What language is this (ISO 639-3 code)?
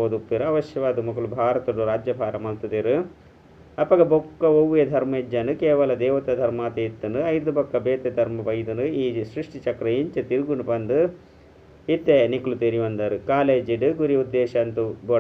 tcy